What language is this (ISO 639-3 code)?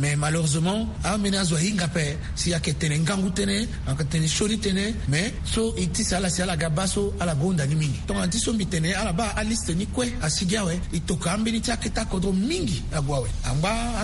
sag